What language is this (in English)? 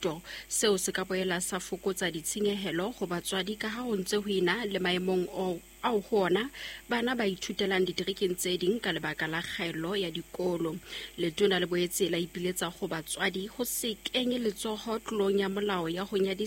Southern Sotho